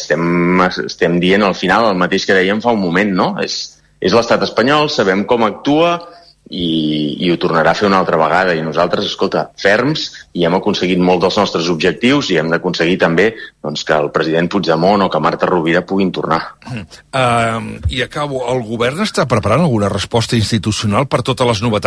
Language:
Catalan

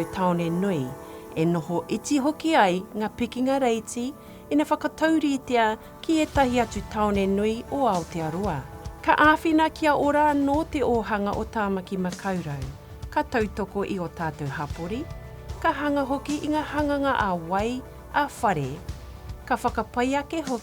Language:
Māori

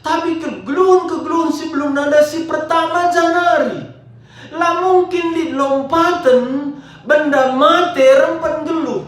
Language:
Batak Karo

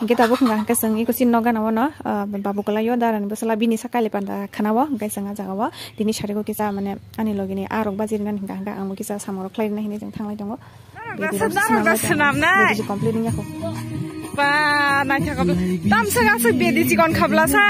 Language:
Kok Borok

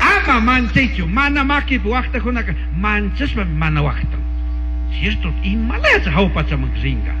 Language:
Chimborazo Highland Quichua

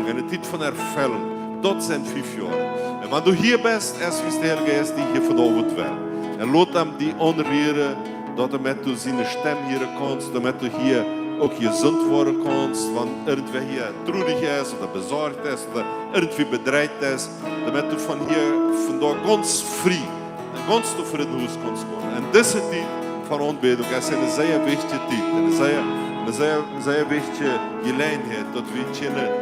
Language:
Plautdietsch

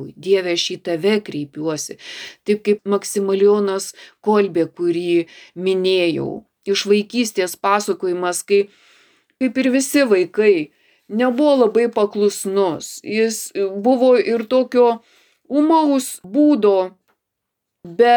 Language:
Lithuanian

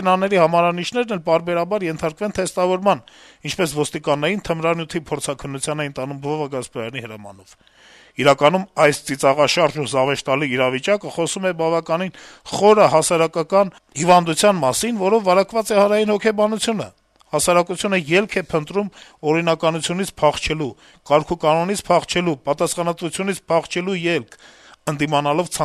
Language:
Armenian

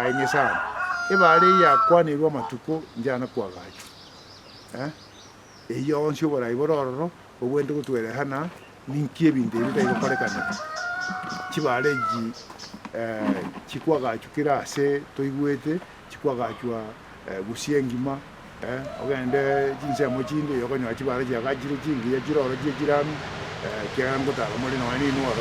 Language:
Gusii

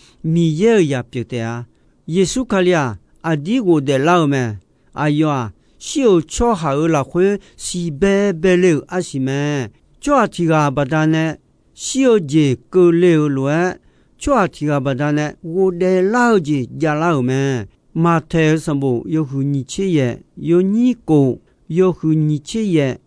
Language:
Akha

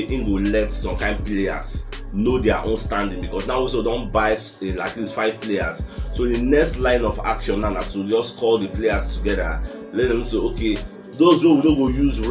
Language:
Nigerian Pidgin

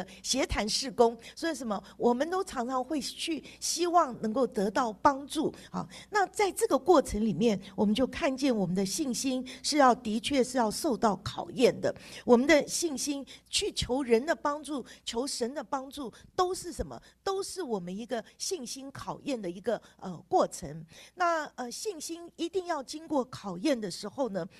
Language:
Chinese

